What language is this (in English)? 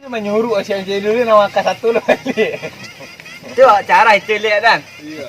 Minangkabau